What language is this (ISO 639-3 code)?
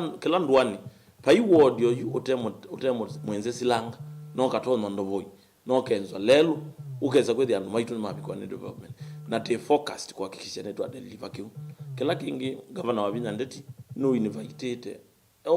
kam